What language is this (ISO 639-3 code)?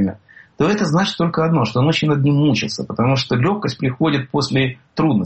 rus